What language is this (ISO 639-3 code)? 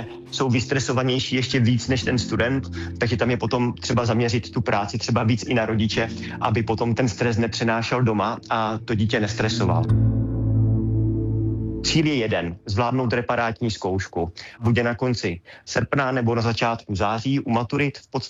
ces